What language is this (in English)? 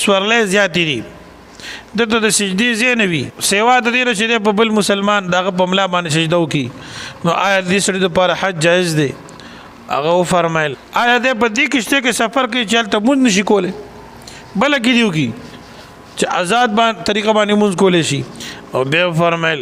Pashto